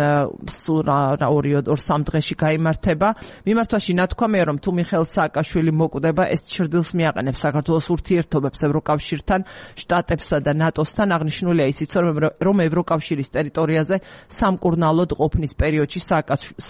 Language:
Georgian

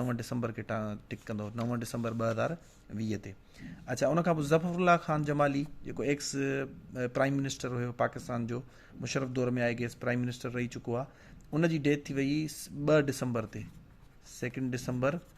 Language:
Sindhi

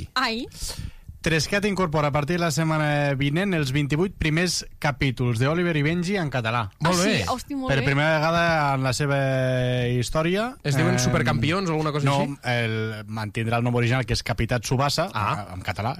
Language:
Catalan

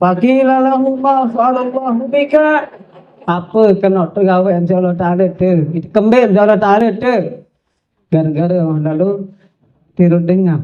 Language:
Sasak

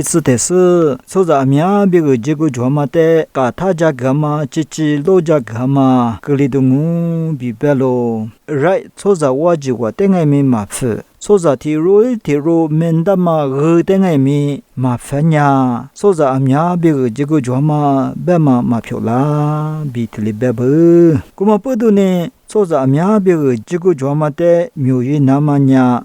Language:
Lisu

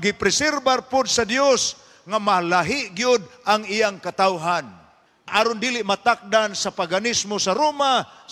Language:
Cebuano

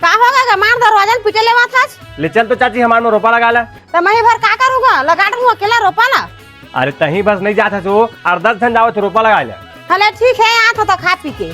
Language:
Chhattisgarhi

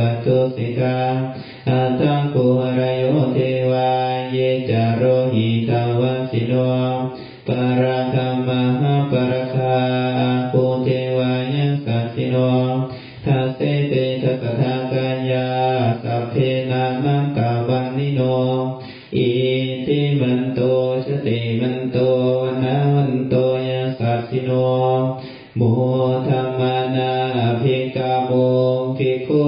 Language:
Pali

